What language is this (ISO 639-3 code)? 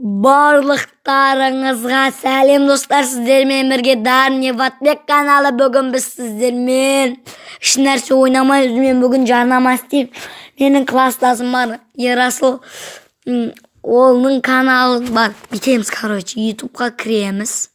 kaz